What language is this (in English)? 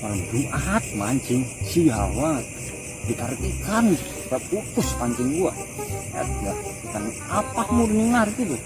Betawi